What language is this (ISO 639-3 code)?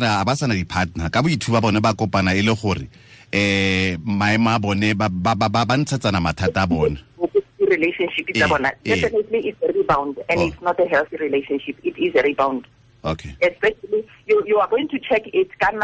tsn